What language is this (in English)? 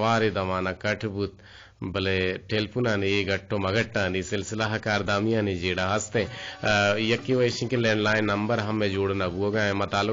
Eastern Balochi